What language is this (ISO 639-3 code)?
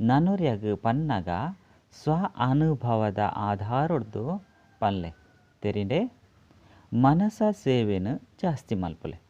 tcy